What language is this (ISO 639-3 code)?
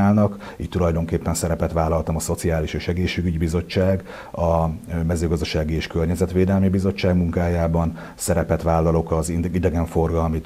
hun